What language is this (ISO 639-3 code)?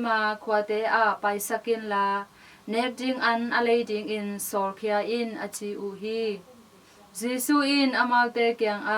ctd